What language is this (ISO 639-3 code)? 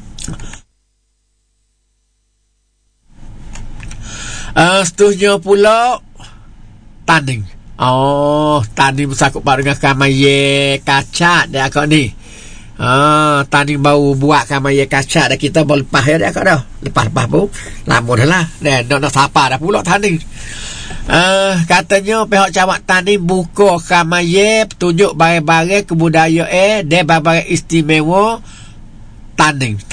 msa